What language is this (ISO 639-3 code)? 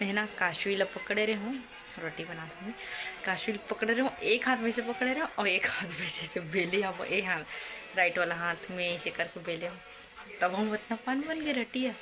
hne